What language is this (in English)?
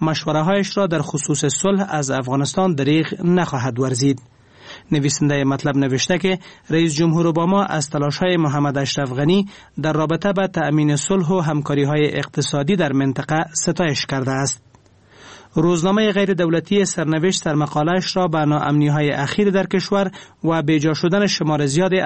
Persian